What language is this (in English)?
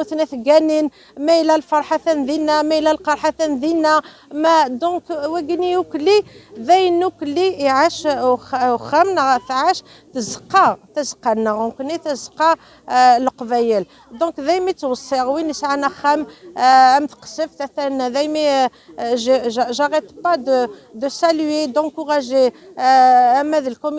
Kabyle